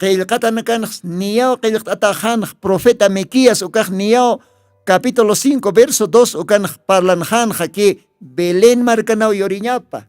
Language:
Aymara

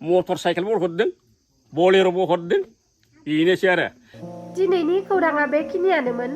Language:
Bodo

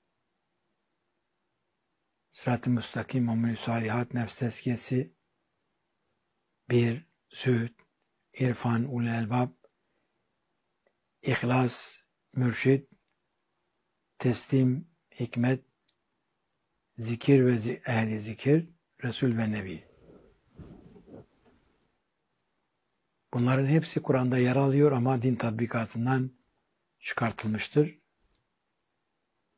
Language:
Turkish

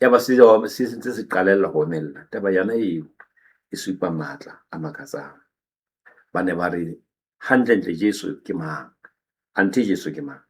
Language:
Southern Sotho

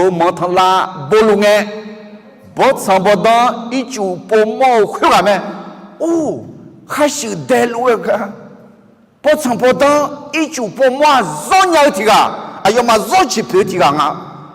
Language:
Akha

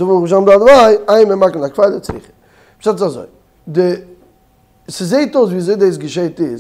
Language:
Yiddish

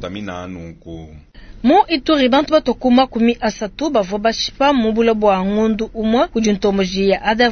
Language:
Luba-Lulua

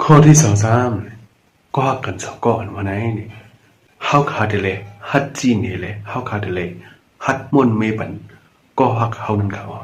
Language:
Shan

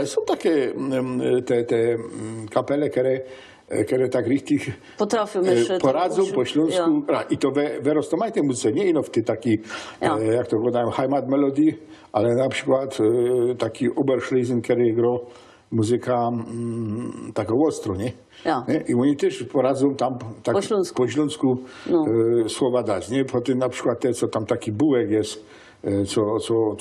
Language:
Silesian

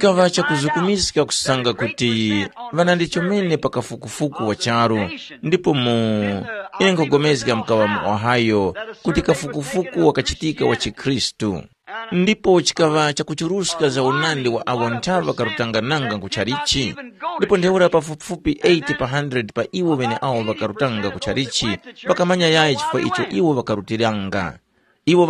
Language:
Tumbuka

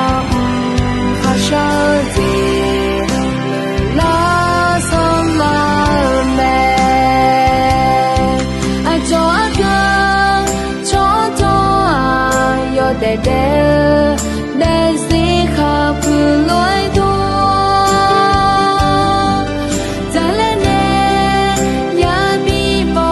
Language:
Akha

